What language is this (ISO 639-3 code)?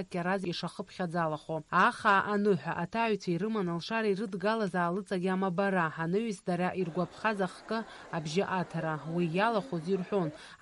abk